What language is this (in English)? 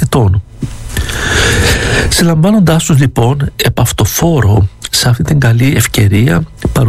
Greek